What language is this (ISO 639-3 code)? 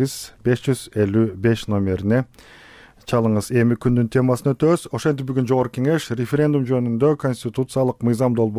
kir